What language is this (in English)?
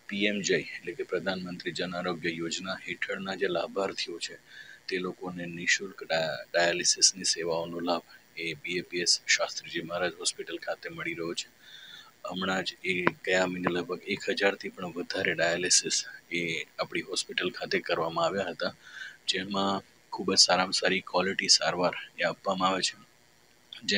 Gujarati